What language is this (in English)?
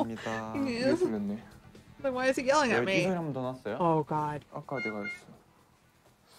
Korean